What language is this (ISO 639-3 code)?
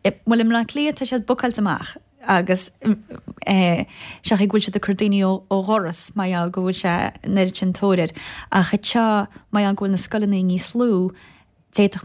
gle